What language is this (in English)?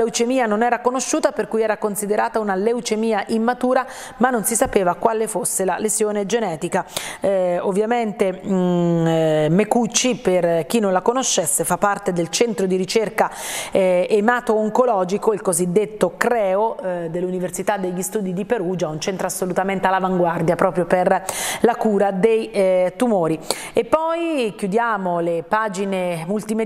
Italian